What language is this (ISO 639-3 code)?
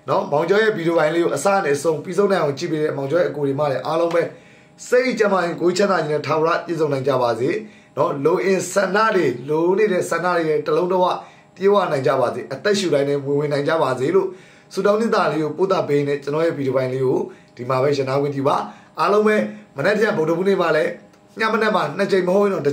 mya